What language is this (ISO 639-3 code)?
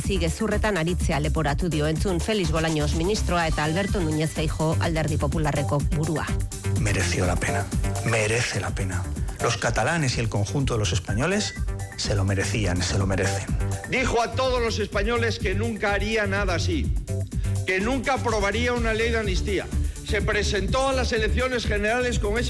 eus